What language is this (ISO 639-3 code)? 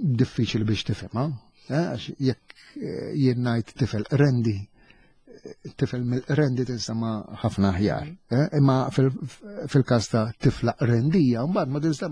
mlt